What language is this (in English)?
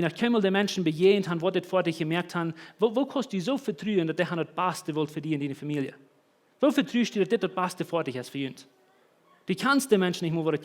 Plautdietsch